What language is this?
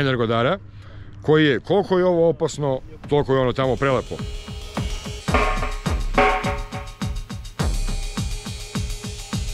Serbian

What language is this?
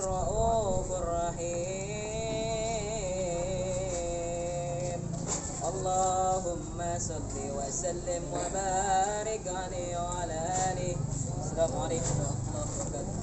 Betawi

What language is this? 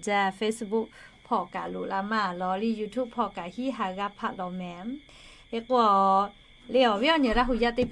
Lahu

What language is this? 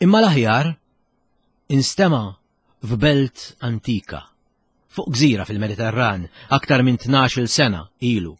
Maltese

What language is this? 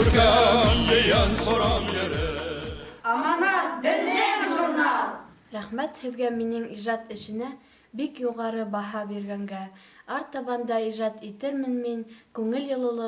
Bashkir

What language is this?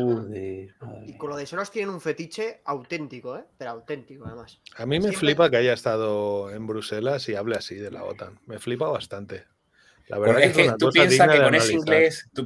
Spanish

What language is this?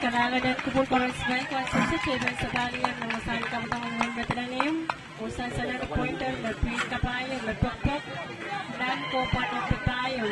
Pohnpeian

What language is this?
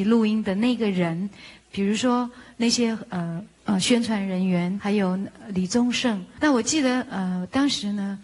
Chinese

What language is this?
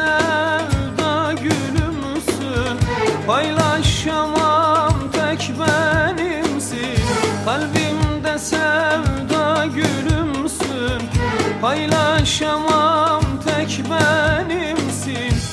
Turkish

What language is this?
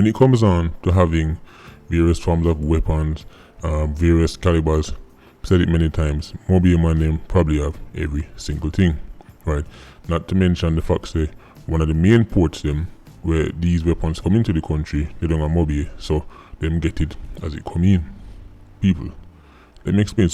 Jamaican Creole English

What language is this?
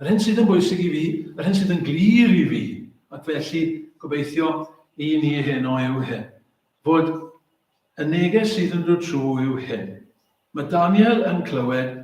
Welsh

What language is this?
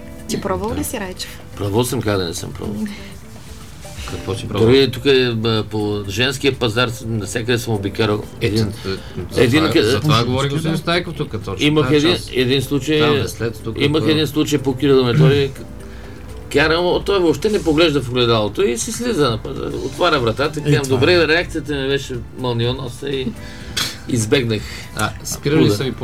Bulgarian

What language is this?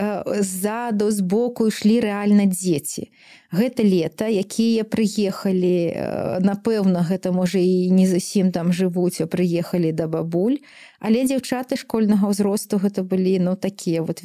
Belarusian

